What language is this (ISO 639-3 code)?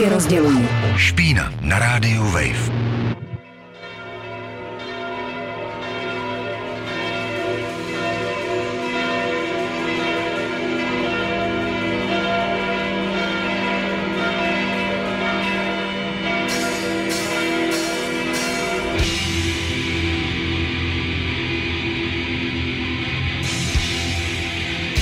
ces